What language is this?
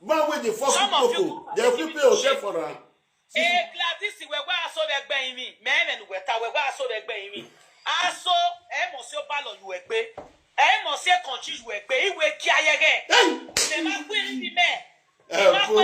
Nigerian Pidgin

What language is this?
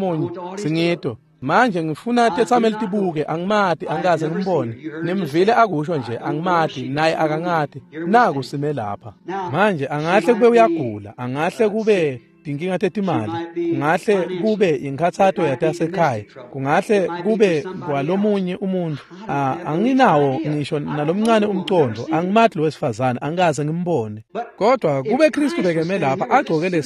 Swati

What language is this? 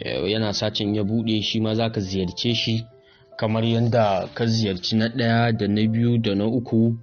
Hausa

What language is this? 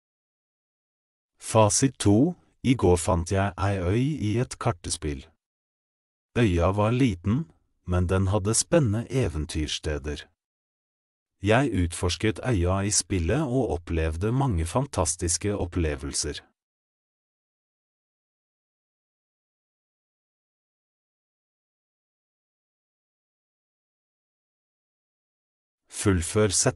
Norwegian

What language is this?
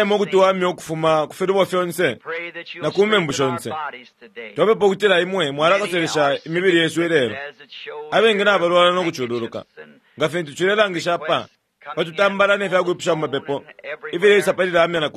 Bemba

